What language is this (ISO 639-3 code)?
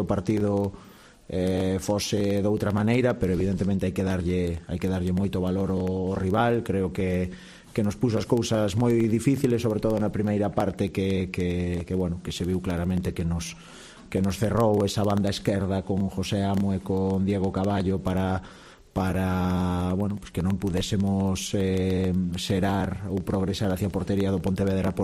glg